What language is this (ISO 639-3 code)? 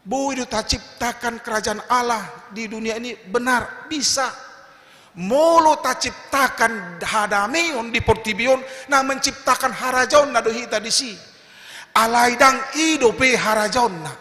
bbc